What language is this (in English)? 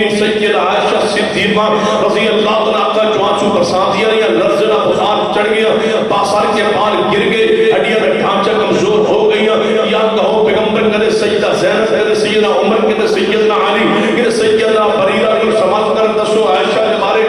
Urdu